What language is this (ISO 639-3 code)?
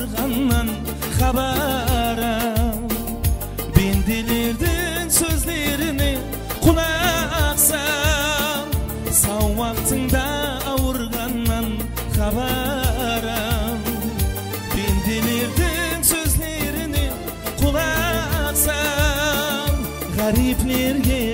kaa